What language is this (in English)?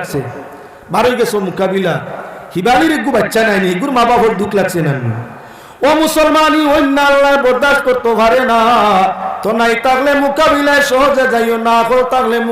Sylheti